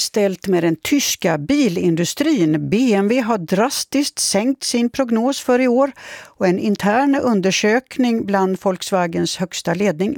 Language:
Swedish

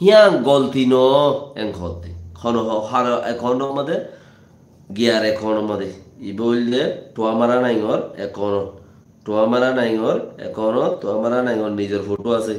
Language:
Rohingya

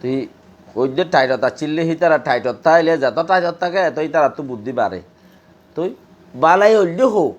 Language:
Rohingya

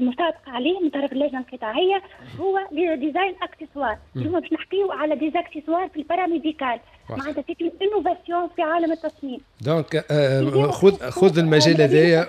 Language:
Tunisian Arabic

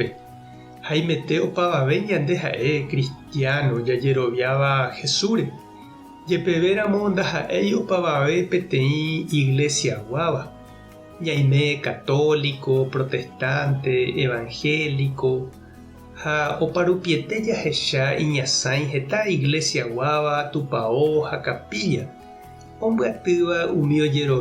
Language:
Guarani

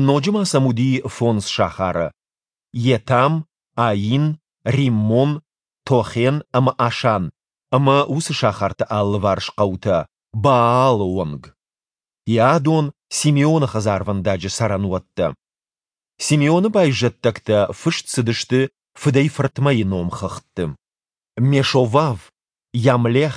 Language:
Ossetic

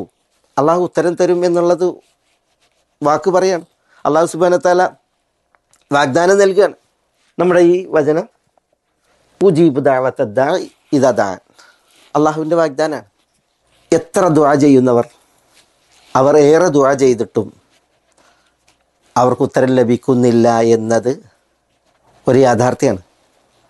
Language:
Malayalam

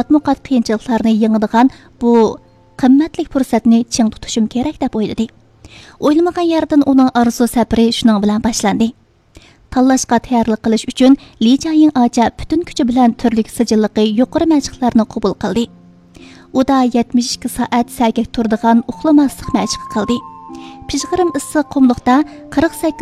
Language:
Uyghur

